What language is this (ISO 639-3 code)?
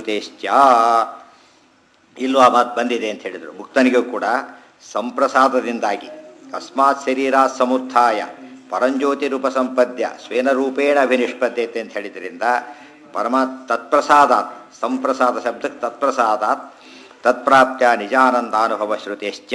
kan